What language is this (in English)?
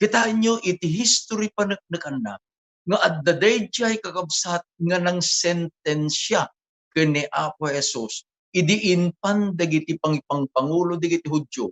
Iloko